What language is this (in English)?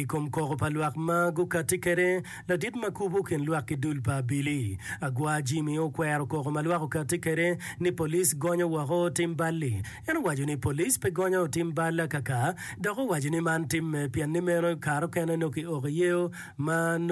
Acoli